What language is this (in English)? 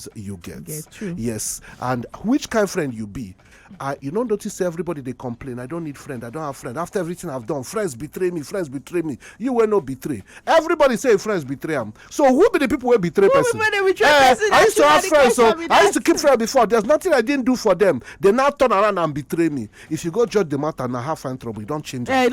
Nigerian Pidgin